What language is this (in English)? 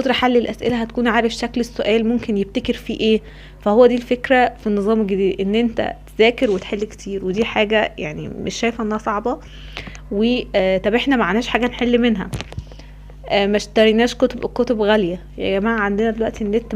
Egyptian Arabic